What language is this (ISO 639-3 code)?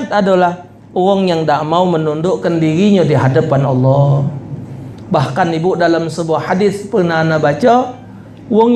mui